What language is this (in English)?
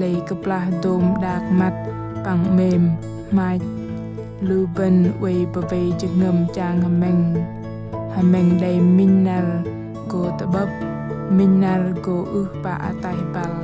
Bahnar